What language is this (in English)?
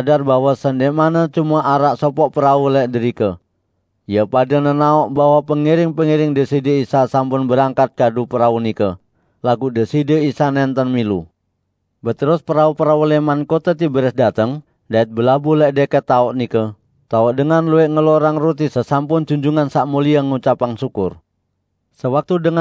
Sasak